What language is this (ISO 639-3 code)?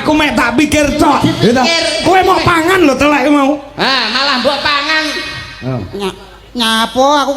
jav